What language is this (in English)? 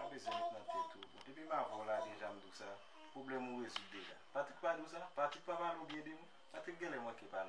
Haitian Creole